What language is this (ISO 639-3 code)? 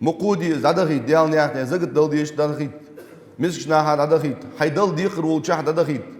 inh